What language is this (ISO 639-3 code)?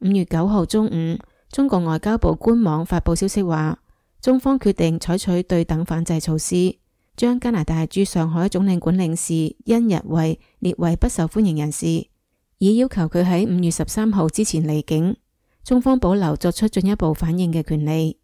yue